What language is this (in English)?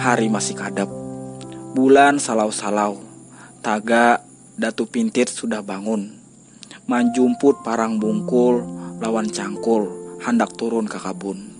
Banjar